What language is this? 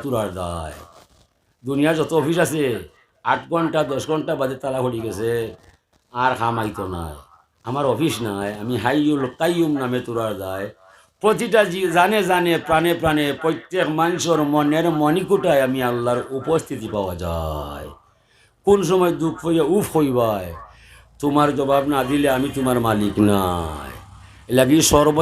Sylheti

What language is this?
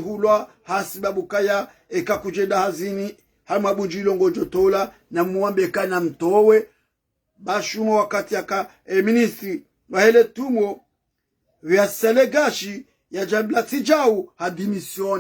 Ngazidja Comorian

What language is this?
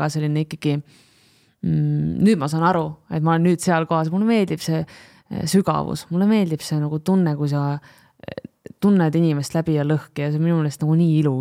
Estonian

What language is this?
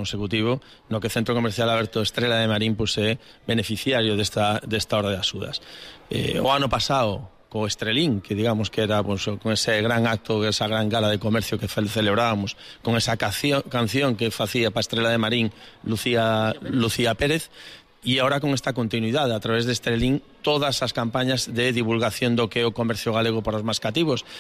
Galician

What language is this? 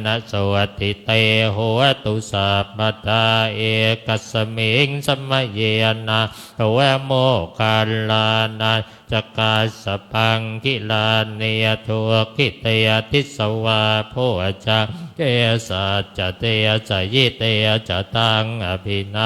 Pali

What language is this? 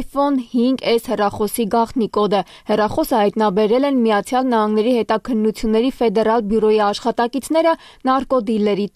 Armenian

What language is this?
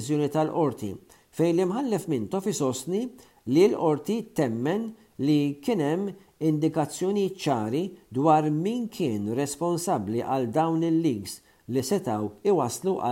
Maltese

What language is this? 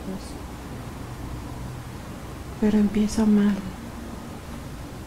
Spanish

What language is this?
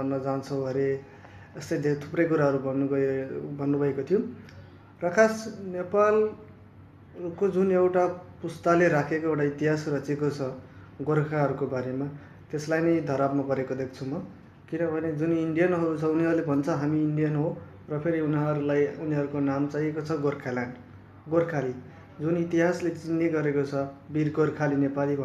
Nepali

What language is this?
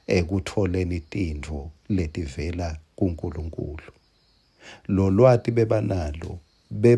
Swati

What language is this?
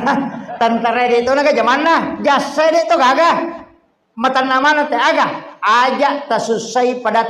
Buginese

